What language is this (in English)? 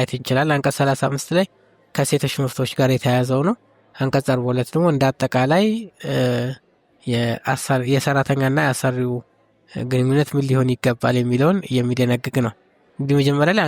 Amharic